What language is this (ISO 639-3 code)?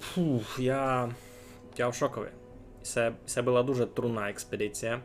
rue